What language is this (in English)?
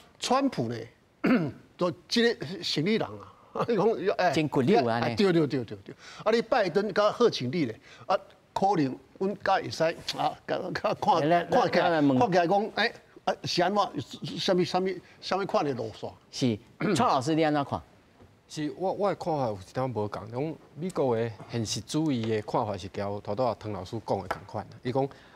Min Nan Chinese